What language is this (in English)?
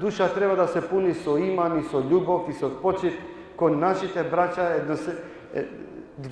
Balkan Romani